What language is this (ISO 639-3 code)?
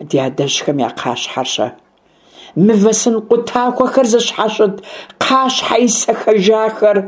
kbd